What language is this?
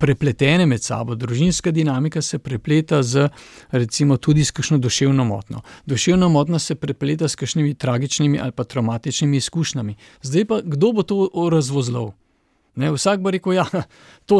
Slovenian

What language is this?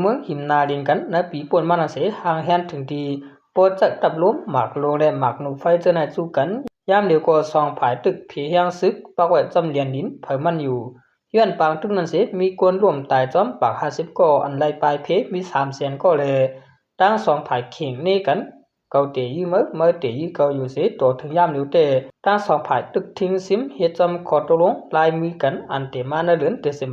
Shan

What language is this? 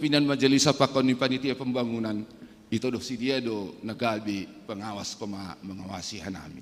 Batak Simalungun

